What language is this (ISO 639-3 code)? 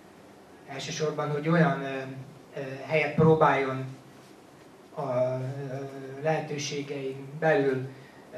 hun